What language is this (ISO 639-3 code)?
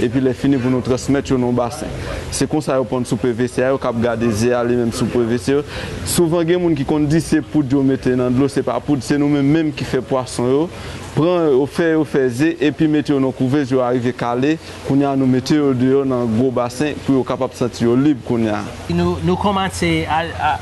hat